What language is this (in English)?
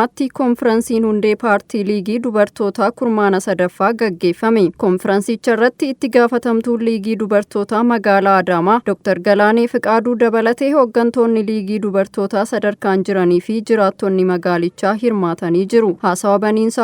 Oromo